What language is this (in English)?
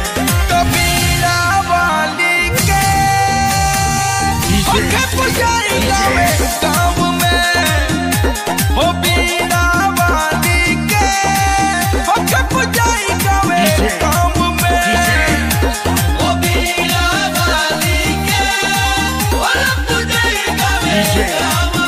Bhojpuri